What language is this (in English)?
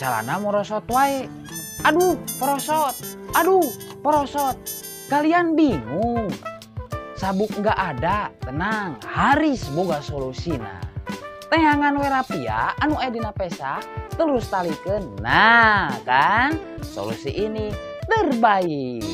Sundanese